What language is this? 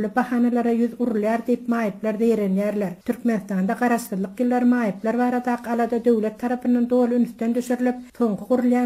Turkmen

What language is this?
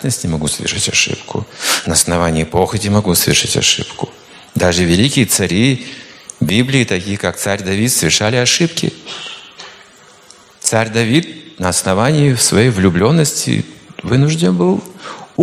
Russian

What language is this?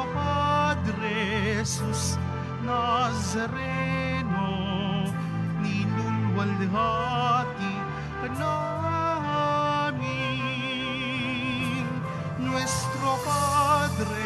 Filipino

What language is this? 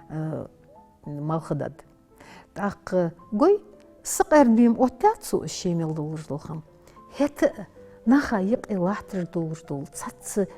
Ingush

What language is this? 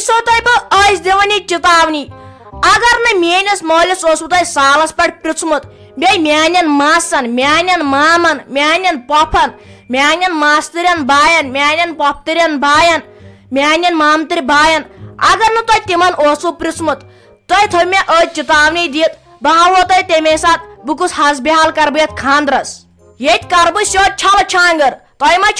Kashmiri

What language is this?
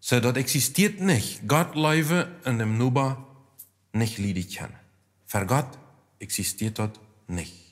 Plautdietsch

